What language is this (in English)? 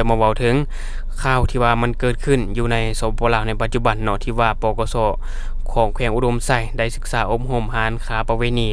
Lao